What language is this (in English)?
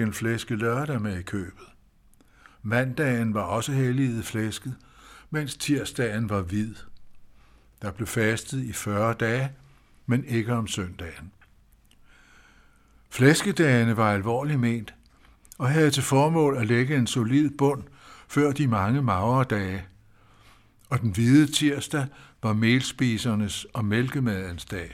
Danish